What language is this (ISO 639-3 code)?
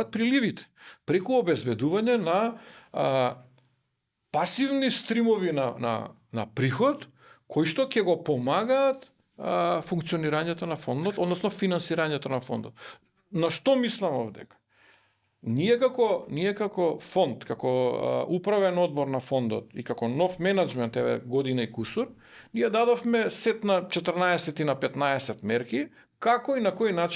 mkd